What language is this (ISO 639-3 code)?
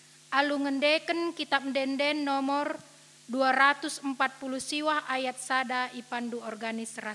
btx